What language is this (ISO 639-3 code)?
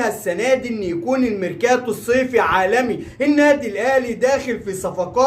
arz